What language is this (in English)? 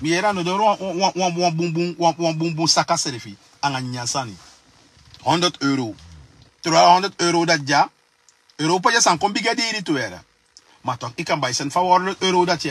Sranan Tongo